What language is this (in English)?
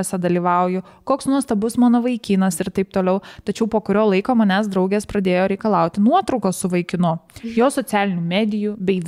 Lithuanian